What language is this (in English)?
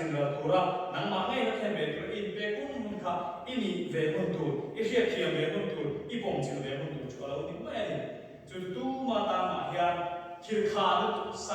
Mizo